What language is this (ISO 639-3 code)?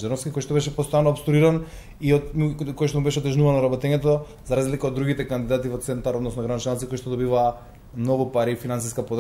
mkd